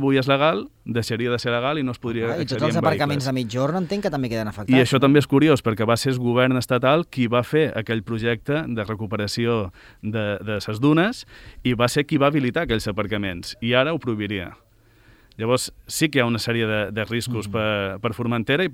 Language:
Catalan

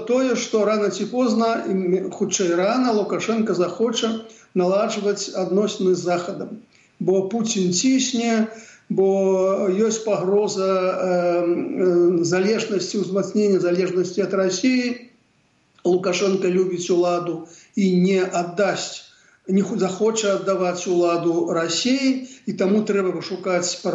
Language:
Belarusian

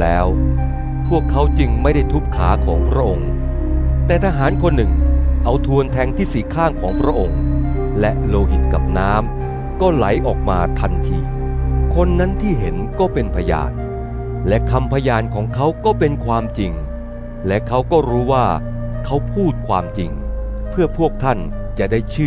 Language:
Thai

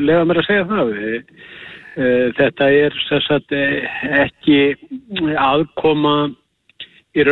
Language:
Icelandic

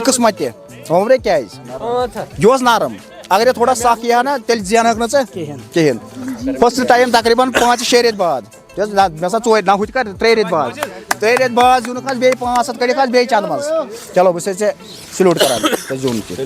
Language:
Kashmiri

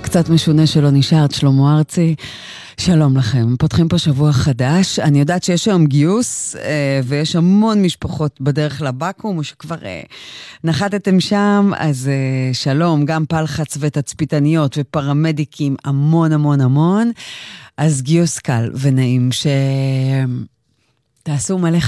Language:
Hebrew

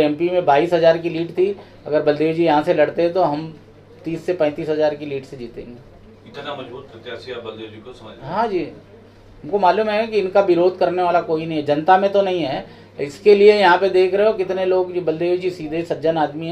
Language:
Hindi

